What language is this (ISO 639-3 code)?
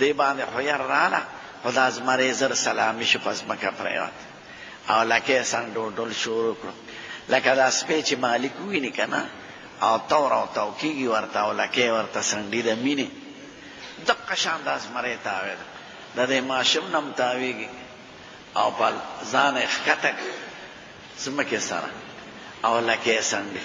pus